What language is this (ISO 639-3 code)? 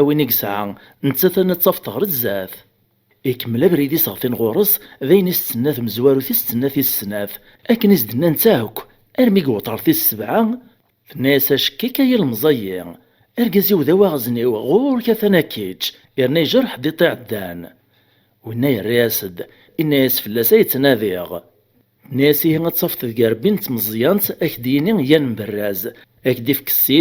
kab